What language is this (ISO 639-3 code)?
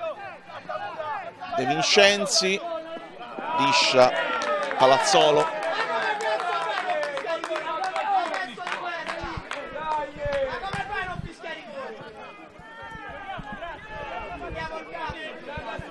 ita